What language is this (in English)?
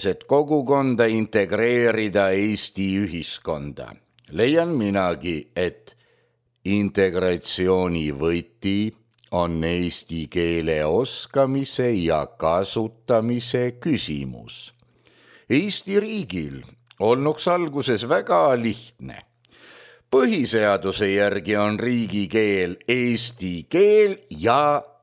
Estonian